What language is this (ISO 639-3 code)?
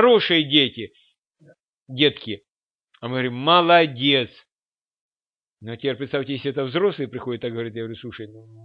rus